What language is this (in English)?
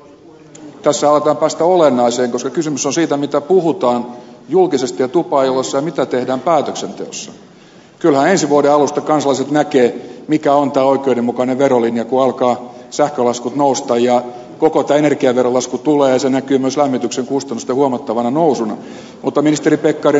Finnish